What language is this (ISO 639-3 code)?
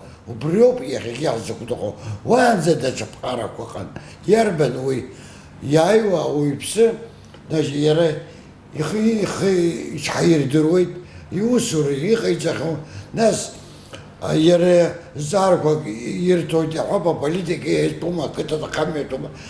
abk